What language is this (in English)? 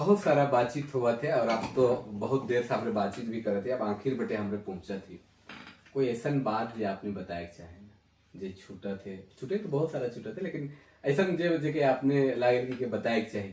Sadri